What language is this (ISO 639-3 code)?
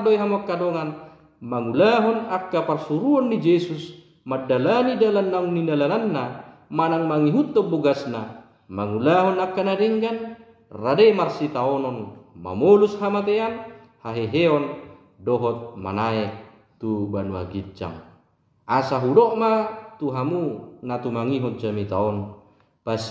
bbc